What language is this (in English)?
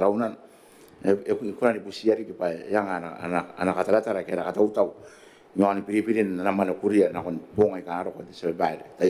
Gilbertese